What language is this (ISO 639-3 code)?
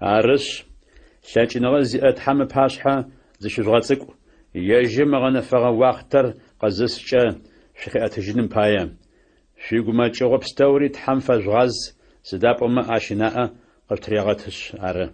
ady